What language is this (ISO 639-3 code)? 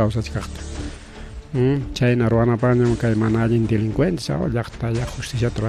quy